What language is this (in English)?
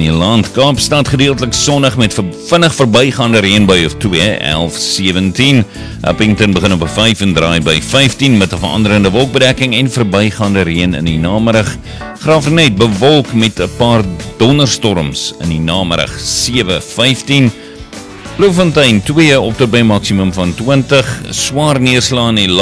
Afrikaans